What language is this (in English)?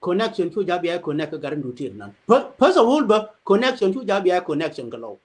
Nuer